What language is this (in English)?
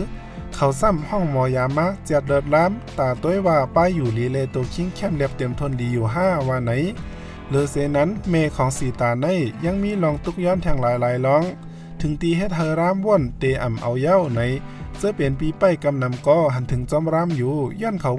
Shan